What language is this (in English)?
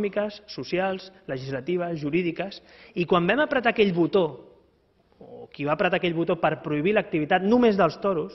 Catalan